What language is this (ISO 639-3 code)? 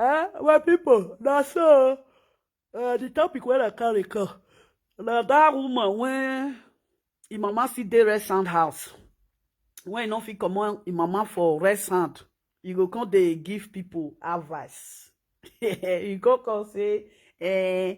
pcm